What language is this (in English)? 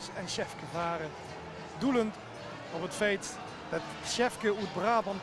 Limburgish